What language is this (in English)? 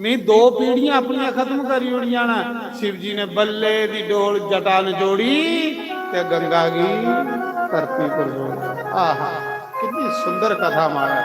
Dogri